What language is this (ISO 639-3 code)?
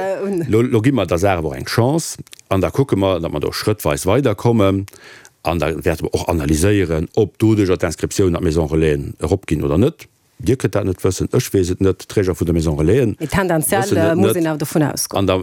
ltz